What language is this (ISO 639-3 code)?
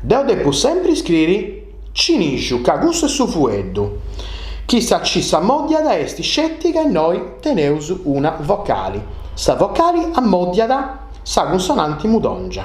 srd